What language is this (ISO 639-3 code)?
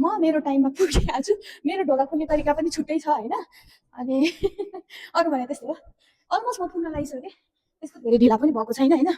nep